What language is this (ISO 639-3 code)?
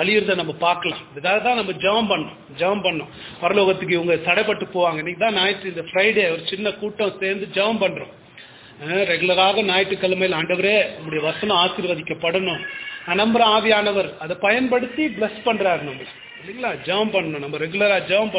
tam